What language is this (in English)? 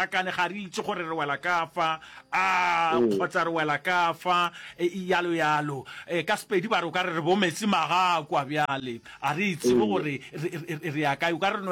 Northern Sotho